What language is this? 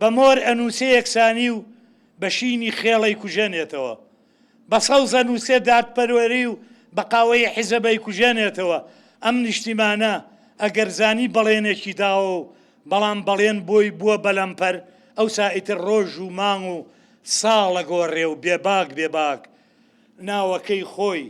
Central Kurdish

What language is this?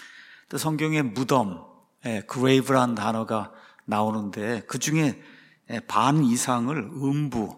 Korean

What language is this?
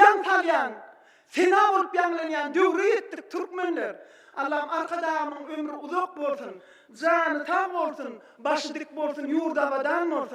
Turkmen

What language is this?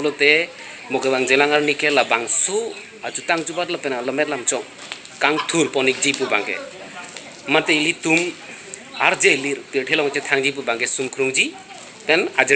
Karbi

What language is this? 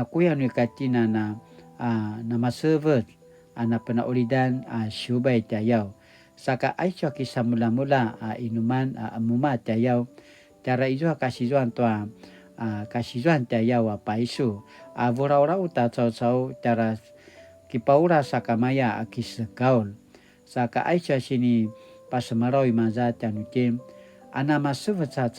Paiwan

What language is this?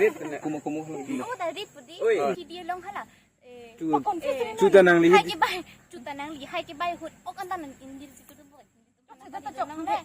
Karbi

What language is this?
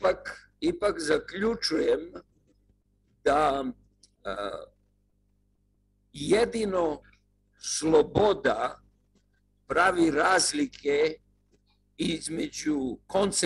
Serbian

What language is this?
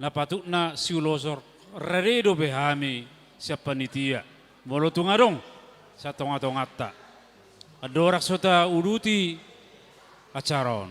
Batak Toba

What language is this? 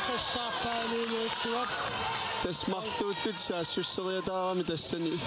Kalaallisut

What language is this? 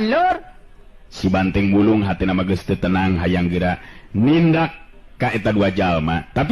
Sundanese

